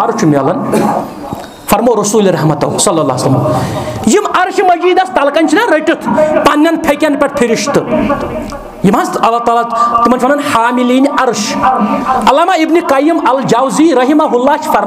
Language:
Kashmiri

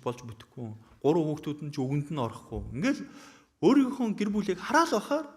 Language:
Mongolian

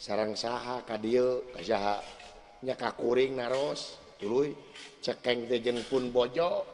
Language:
Sundanese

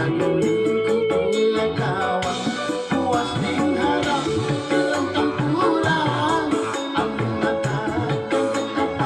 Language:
Banjar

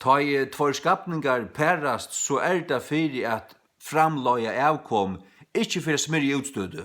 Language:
Faroese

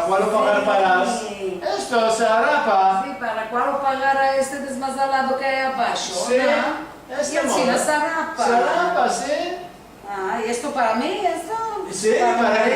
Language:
Ladino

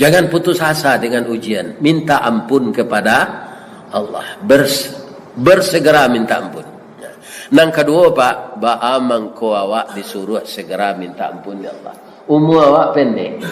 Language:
Minangkabau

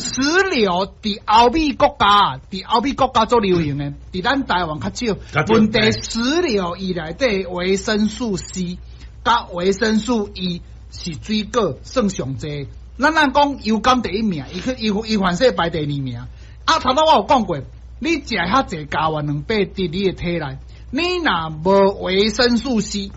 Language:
Min Nan Chinese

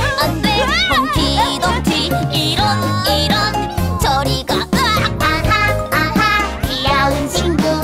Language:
Korean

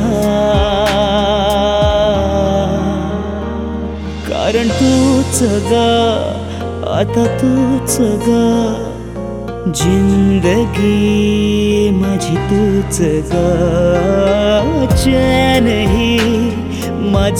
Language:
Marathi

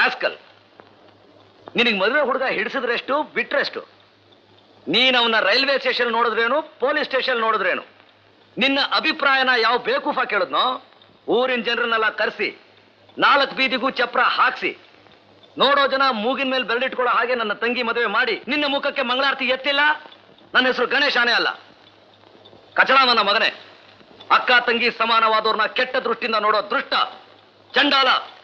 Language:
Kannada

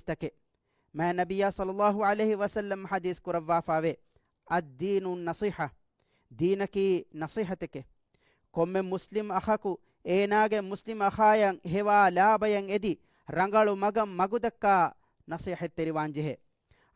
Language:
Divehi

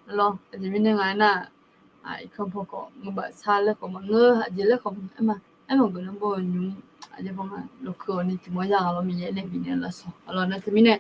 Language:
Akha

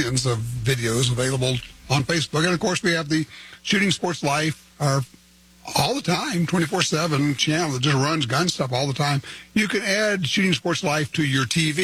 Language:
English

